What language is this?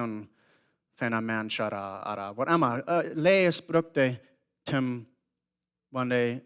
Plautdietsch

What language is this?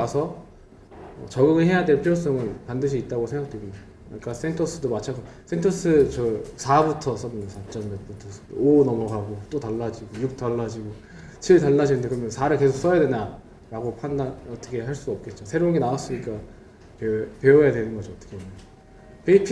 Korean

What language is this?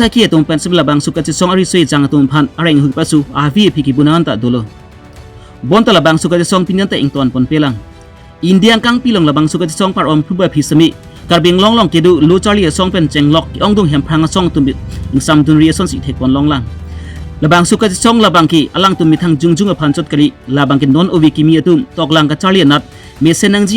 Karbi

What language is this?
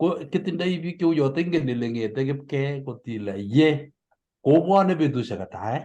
Kalenjin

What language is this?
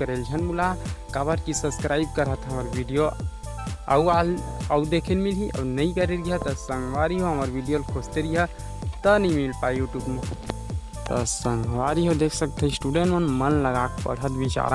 Chhattisgarhi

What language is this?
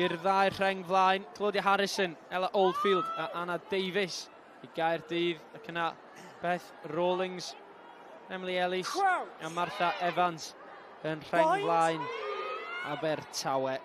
Welsh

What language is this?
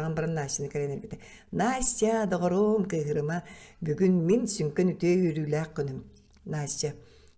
Yakut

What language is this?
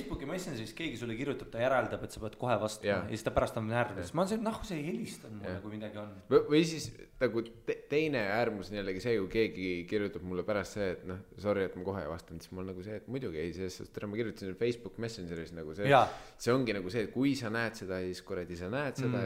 Estonian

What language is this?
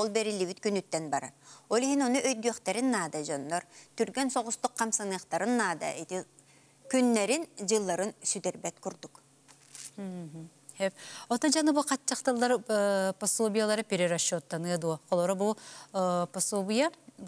Yakut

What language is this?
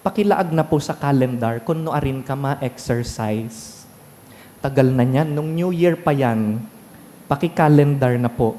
Bikol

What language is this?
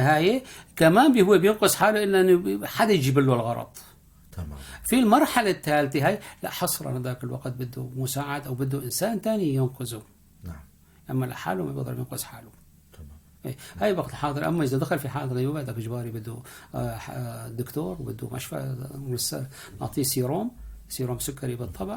North Levantine Arabic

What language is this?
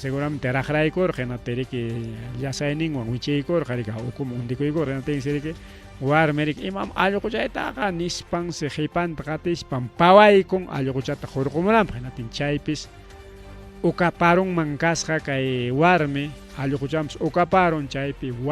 Ayacucho Quechua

